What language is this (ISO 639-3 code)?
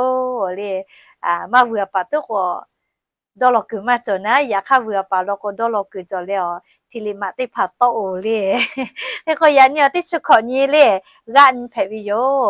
lhu